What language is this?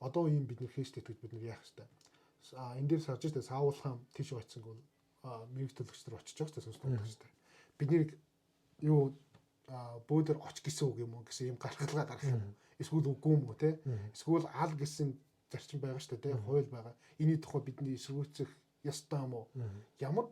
Mongolian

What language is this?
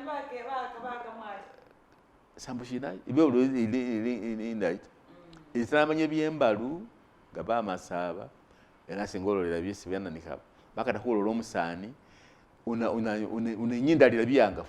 Masaaba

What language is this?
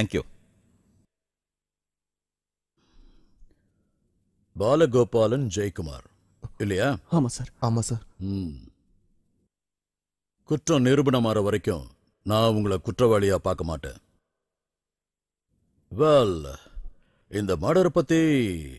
Tamil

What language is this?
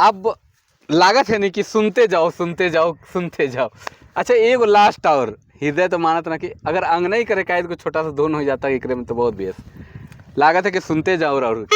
Sadri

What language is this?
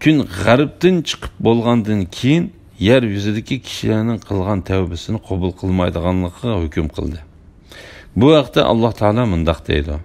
Uyghur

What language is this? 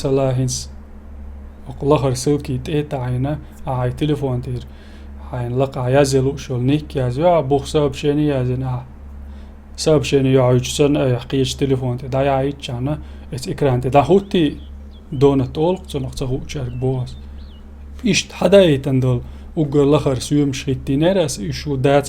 Chechen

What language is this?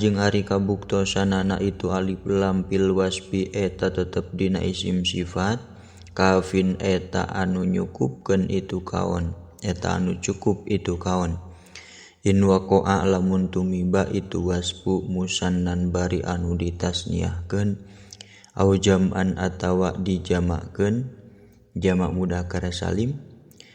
Sundanese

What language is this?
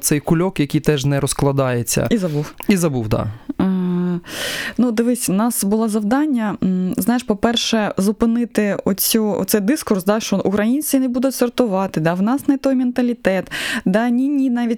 Ukrainian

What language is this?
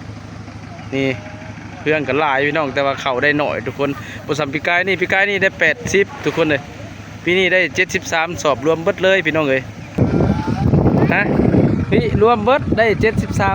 Lao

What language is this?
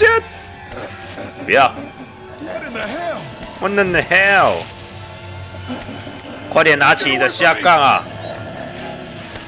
Chinese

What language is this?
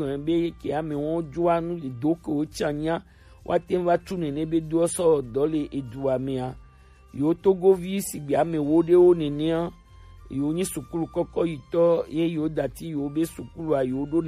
Gen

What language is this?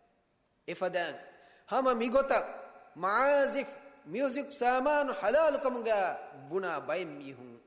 Divehi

